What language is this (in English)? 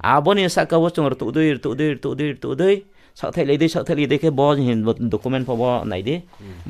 Riang (India)